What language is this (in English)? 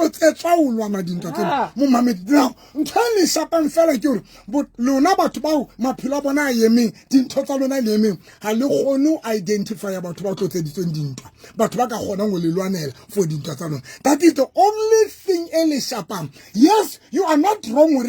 Southern Sotho